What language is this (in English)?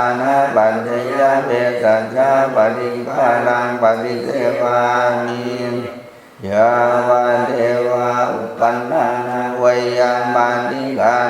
Pali